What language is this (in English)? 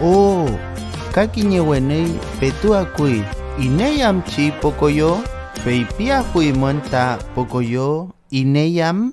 Mapuche